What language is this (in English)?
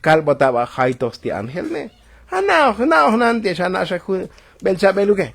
Tzotzil